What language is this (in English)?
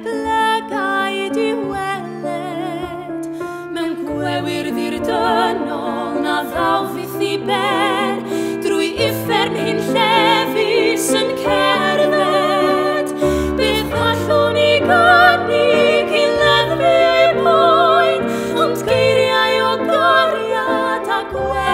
Welsh